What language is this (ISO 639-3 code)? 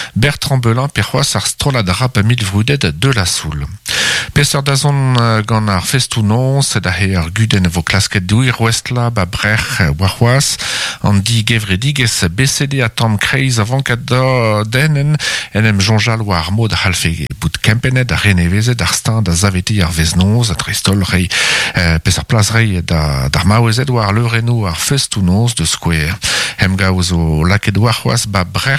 bre